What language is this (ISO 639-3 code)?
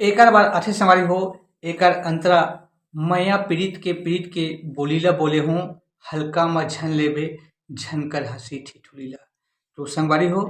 hne